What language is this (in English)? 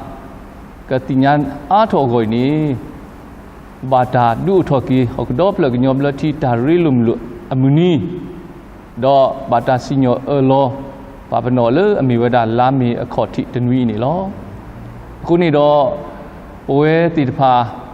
S'gaw Karen